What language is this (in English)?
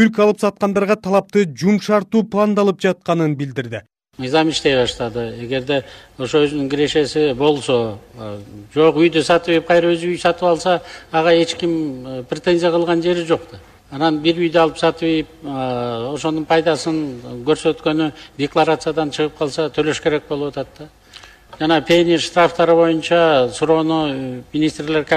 Kyrgyz